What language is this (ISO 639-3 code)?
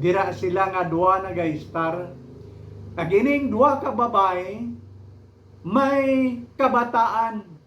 hil